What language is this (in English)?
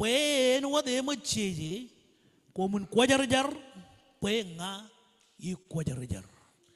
Marshallese